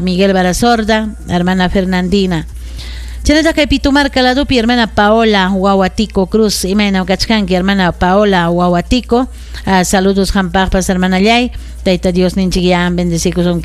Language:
Ayacucho Quechua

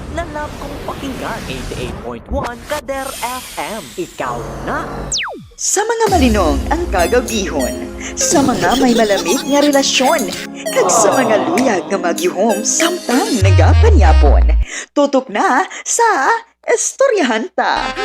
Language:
Hiligaynon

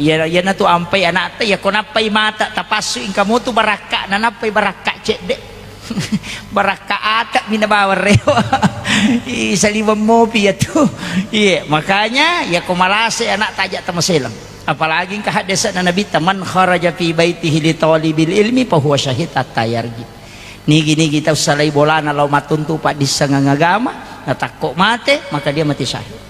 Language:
Buginese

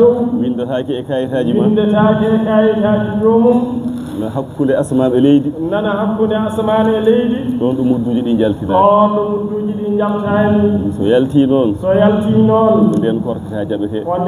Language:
Fula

